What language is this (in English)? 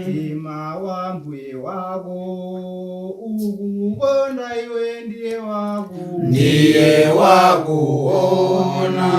Nyanja